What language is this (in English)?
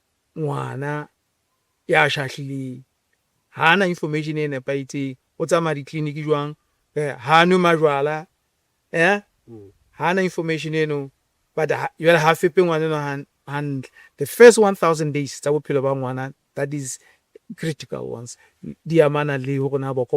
Southern Sotho